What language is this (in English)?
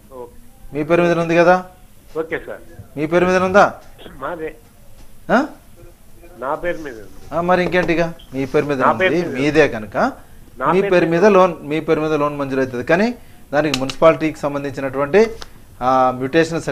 Telugu